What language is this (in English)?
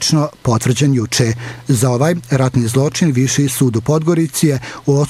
Bosnian